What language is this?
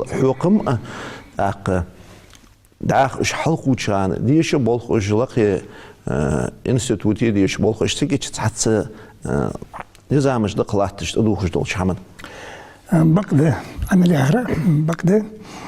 Ingush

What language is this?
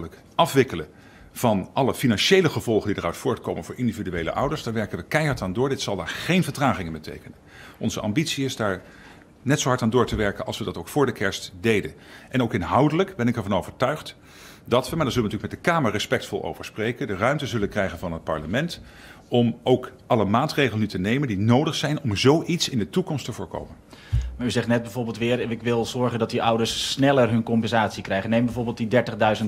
Dutch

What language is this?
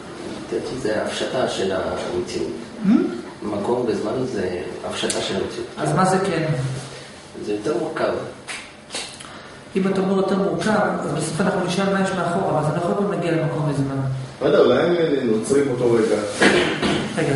Hebrew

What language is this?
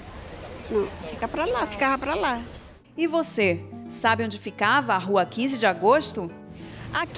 Portuguese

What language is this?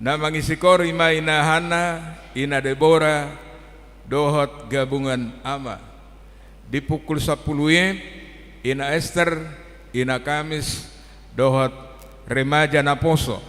Batak Toba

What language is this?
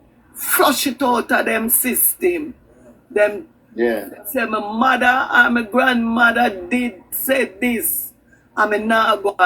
Jamaican Creole English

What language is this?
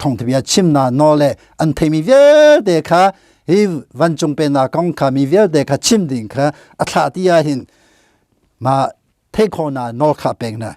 Hakha Chin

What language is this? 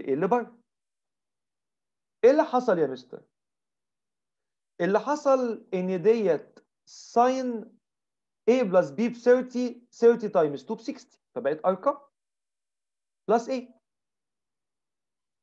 Egyptian Arabic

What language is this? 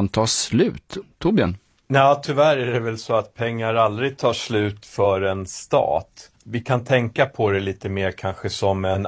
Swedish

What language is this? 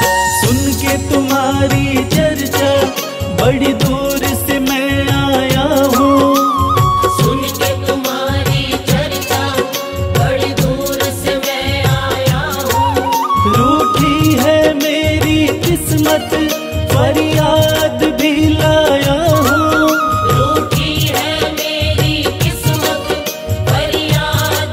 Hindi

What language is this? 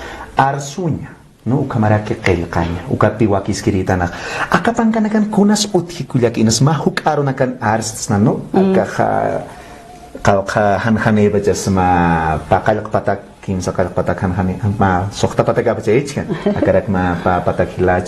Aymara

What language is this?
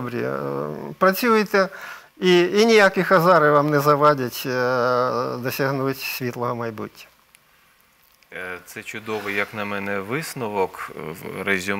Ukrainian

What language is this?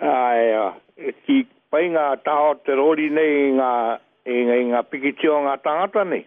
Māori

